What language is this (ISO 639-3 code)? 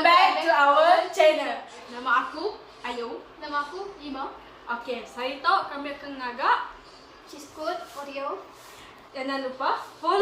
iba